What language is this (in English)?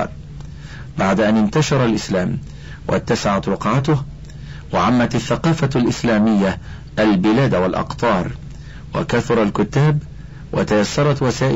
Arabic